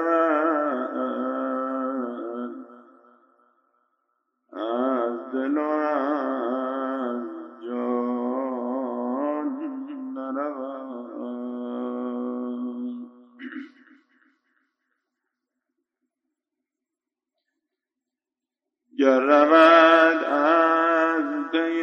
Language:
Persian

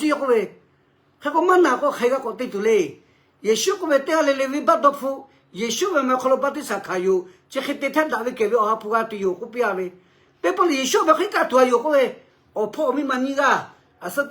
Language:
Lahu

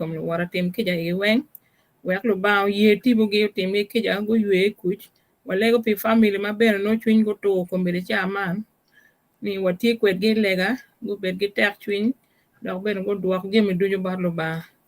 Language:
Acoli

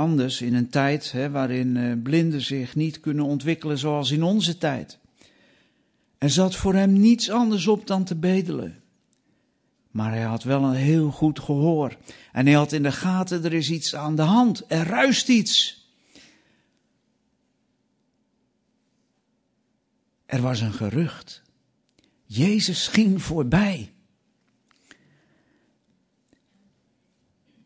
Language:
Dutch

